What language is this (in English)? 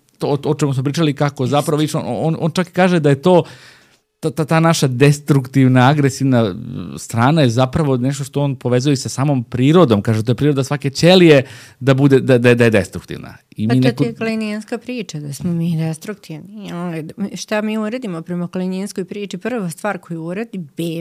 Serbian